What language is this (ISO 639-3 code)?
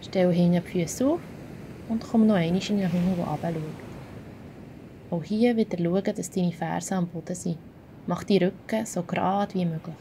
gsw